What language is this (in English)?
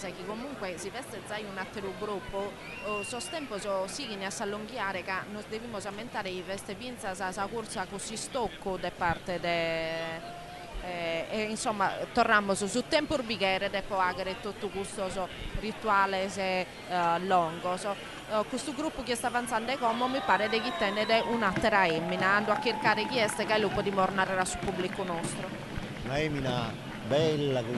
Sardinian